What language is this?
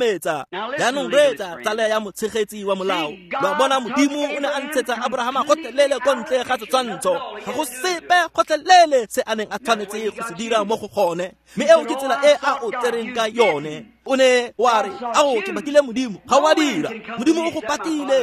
Tswana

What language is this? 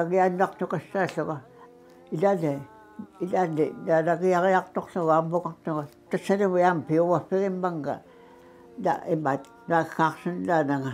Kalaallisut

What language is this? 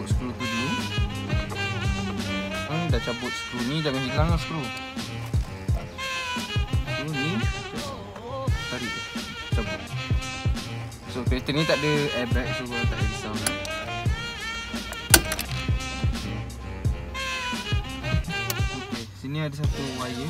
Malay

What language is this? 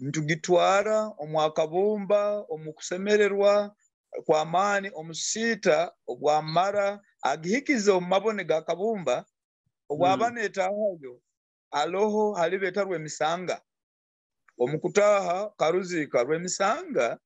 Nyoro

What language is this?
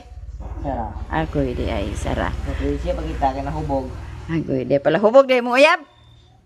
Cebuano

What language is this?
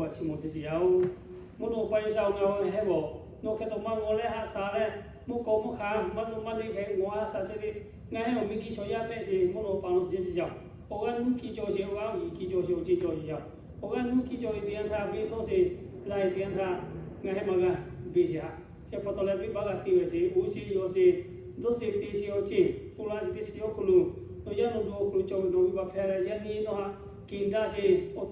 Lahu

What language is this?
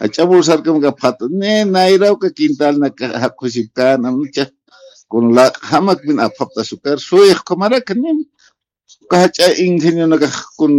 Aymara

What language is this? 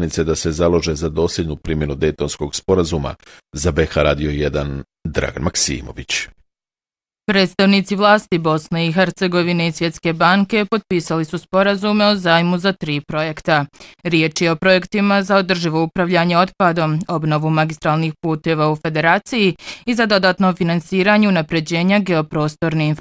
Bosnian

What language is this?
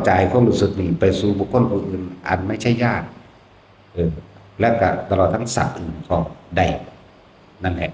Northeastern Thai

